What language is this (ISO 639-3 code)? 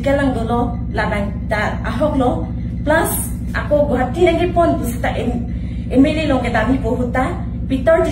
mjw